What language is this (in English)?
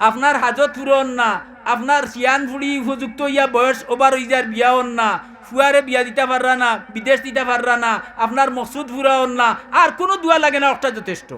Sylheti